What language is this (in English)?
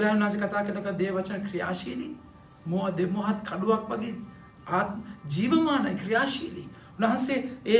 Sinhala